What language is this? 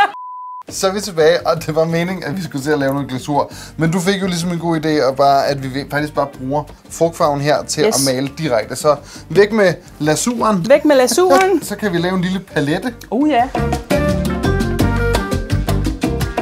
Danish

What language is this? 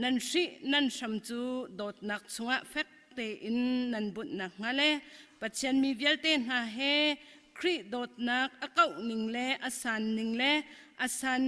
Hakha Chin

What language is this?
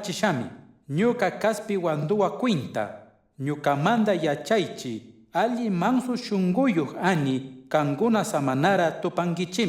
Chimborazo Highland Quichua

